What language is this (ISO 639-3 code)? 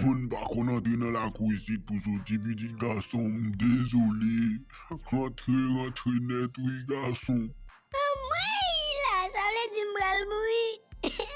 hat